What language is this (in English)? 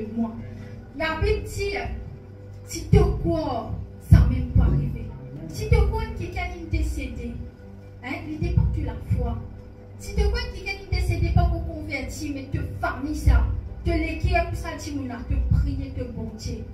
Morisyen